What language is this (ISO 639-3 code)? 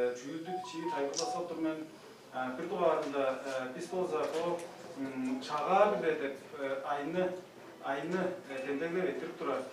tyv